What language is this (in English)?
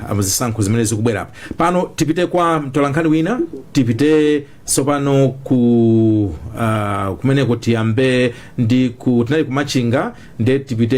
Nyanja